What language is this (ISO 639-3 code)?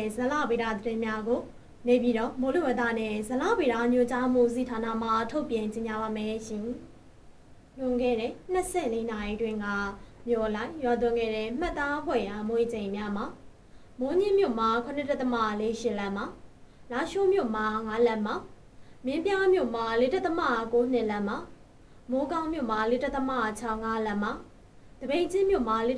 mya